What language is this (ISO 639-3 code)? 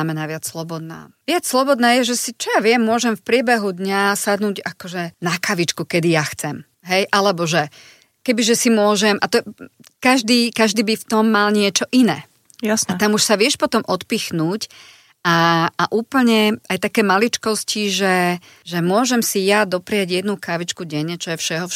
slk